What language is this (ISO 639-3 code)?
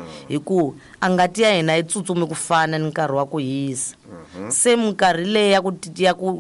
tso